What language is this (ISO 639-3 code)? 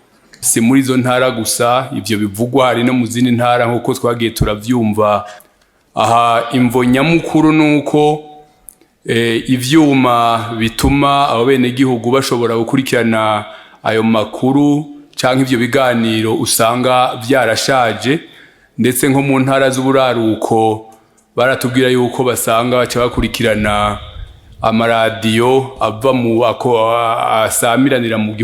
run